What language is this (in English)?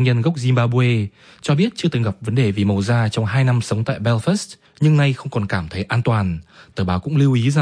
Vietnamese